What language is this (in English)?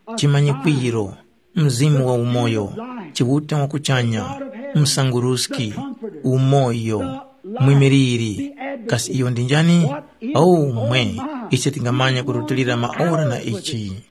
Tumbuka